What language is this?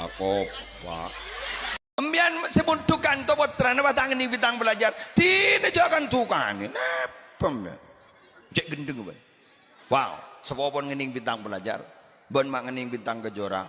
Madurese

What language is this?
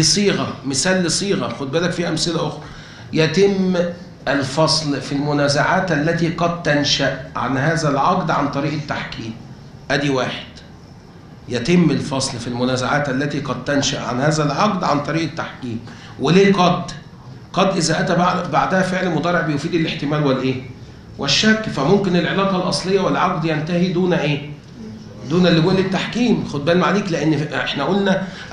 Egyptian Arabic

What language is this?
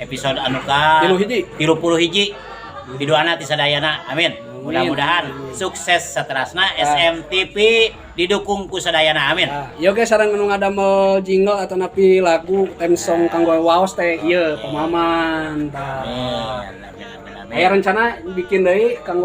Sundanese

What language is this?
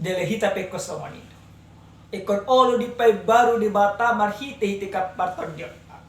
Batak Toba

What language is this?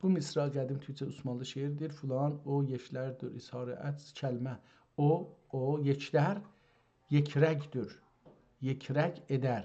South Azerbaijani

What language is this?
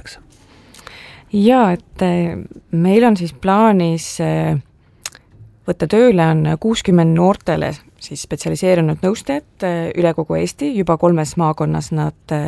Estonian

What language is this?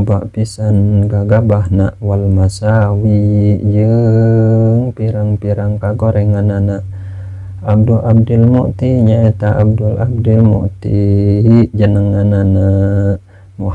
Sundanese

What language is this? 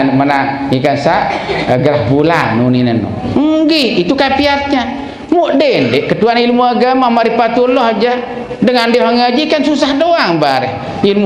Sasak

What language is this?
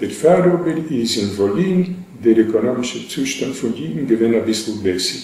Yiddish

